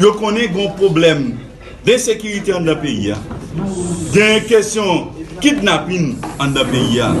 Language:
Haitian Creole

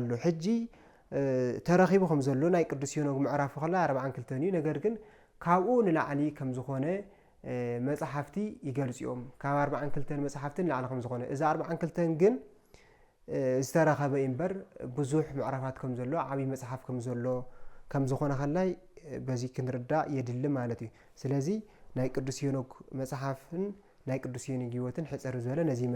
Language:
Tigrinya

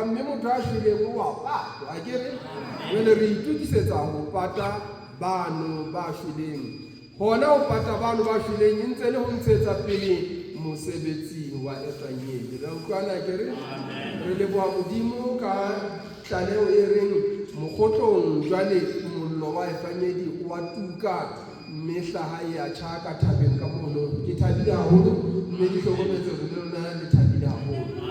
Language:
Southern Sotho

